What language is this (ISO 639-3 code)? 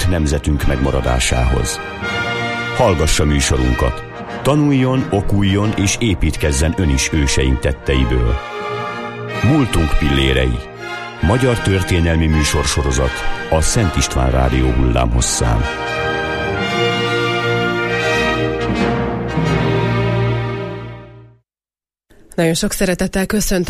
hun